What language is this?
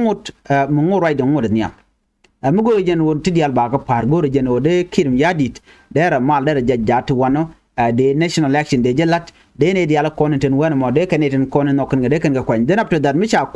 Nuer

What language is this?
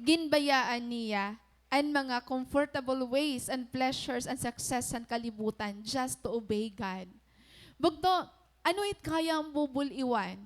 Waray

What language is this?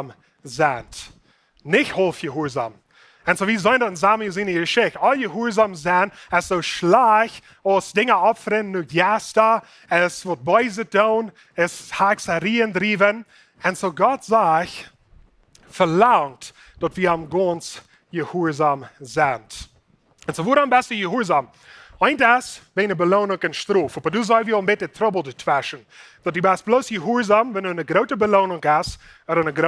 Plautdietsch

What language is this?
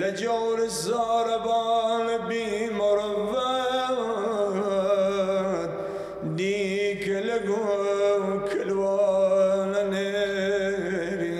Southern Kurdish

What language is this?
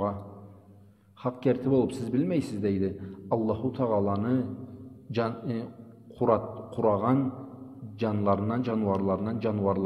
Karachay-Balkar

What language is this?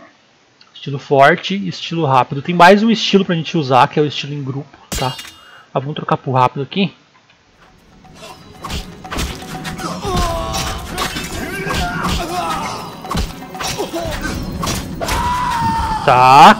Portuguese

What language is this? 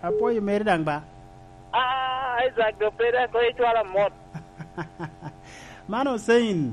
Lango (Uganda)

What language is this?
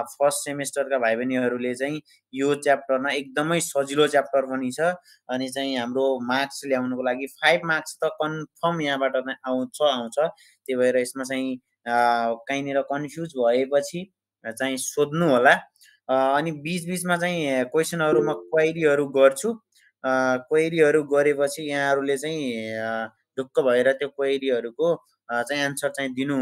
Nepali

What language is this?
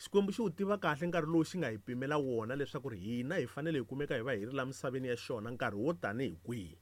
Tsonga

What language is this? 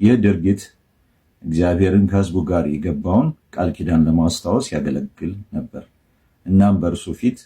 Amharic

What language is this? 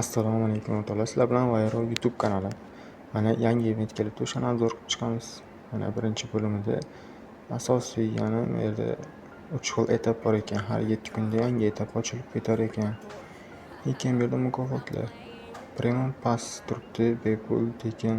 Uzbek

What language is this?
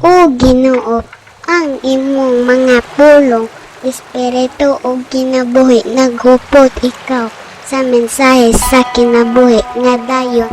Cebuano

